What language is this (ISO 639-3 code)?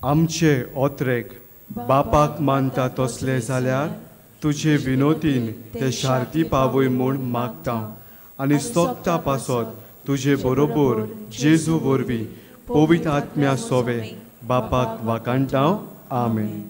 kok